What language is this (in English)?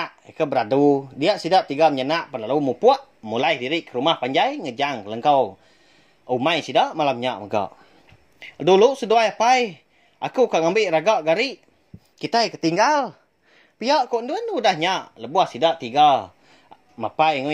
Iban